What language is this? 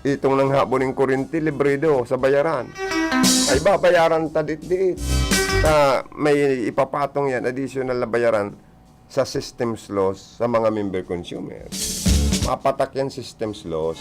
Bikol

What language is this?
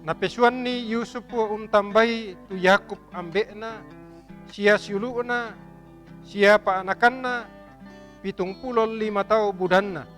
Toraja-Sa'dan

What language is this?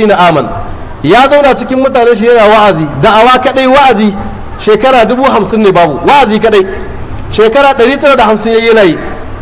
Hausa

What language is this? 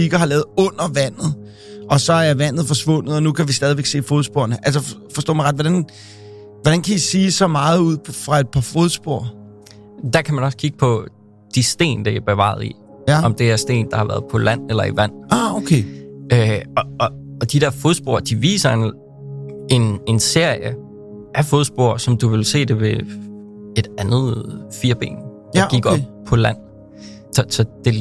Danish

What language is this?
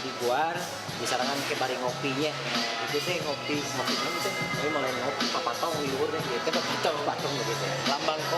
Sundanese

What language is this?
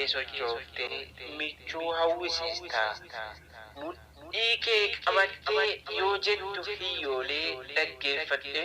Oromo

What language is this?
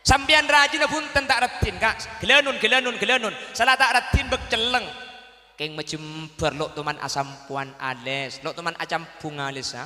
Madurese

